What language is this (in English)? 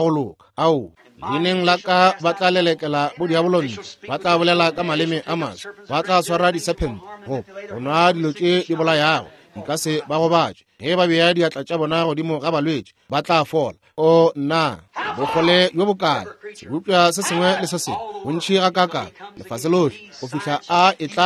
Northern Sotho